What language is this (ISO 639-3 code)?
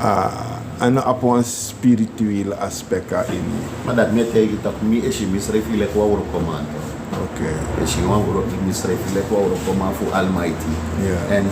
srn